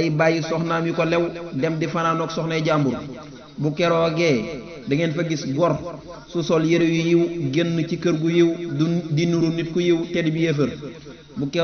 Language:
Wolof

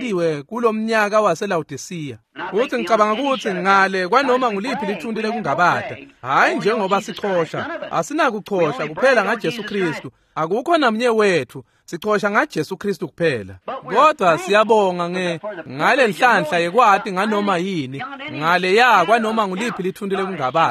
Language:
Swati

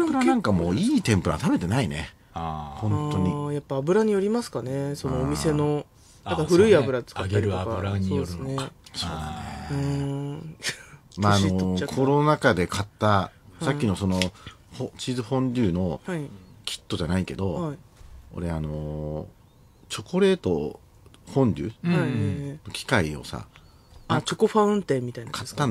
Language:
Japanese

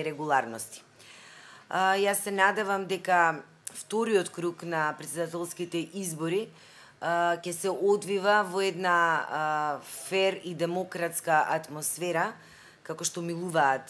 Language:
Macedonian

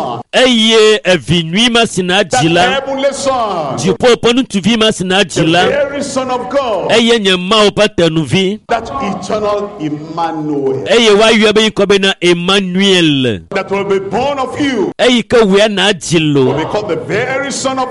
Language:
Ewe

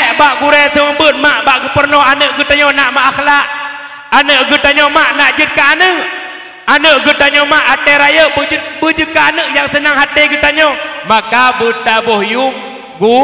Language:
Achinese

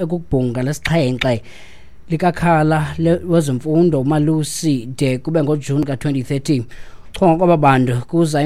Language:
Xhosa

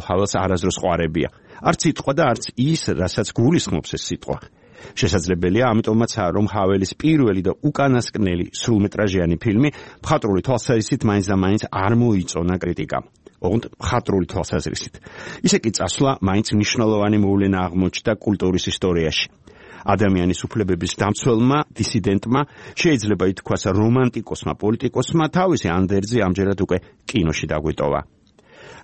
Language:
Georgian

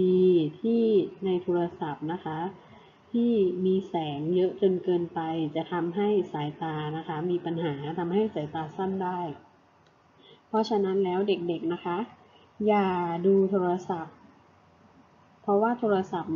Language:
Thai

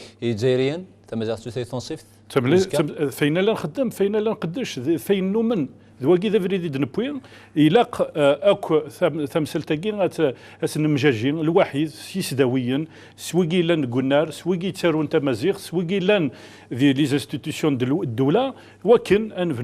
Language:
Kabyle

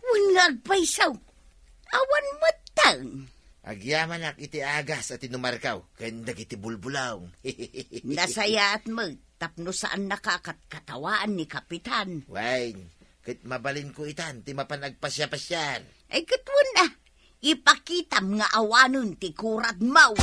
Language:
Iloko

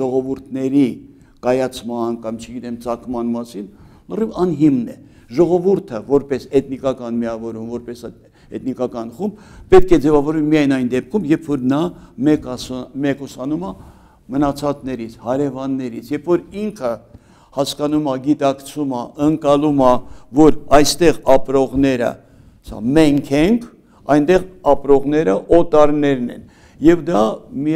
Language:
Armenian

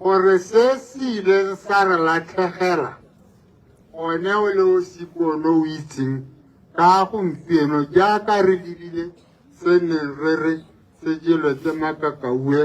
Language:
Tswana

